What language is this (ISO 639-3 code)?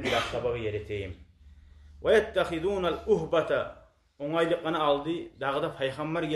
kum